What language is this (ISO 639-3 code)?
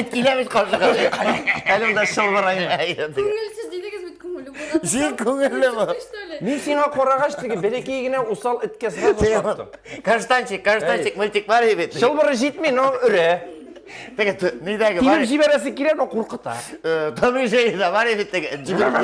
tat